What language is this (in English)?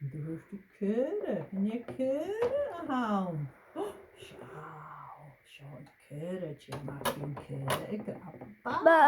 Scottish Gaelic